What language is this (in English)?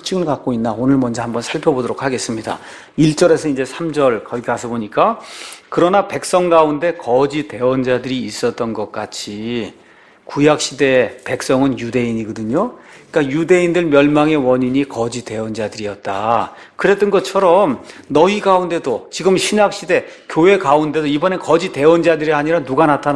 Korean